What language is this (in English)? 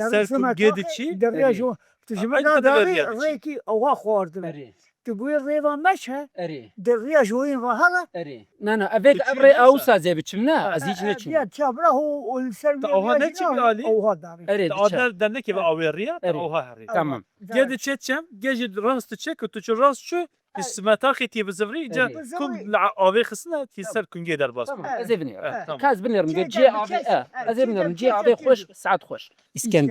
Kurdish